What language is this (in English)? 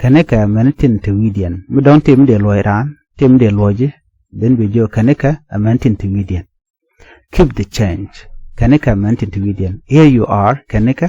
Nuer